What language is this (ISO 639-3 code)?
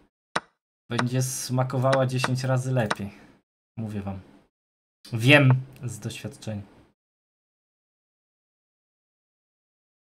pol